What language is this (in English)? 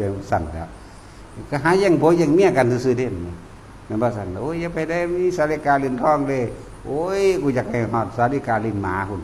Northeastern Thai